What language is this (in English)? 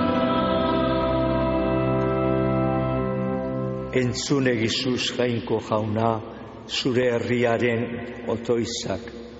Basque